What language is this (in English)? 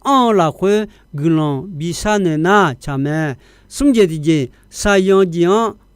Akha